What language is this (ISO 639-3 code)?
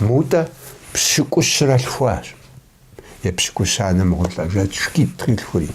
kbd